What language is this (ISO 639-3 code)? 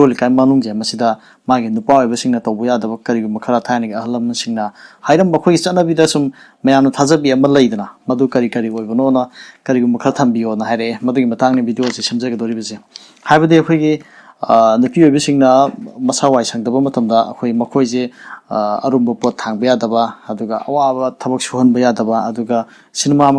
mni